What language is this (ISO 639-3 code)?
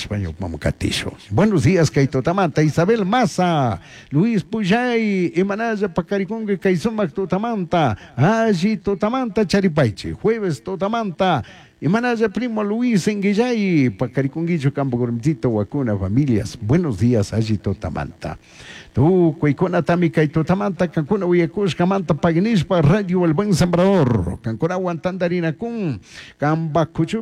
qug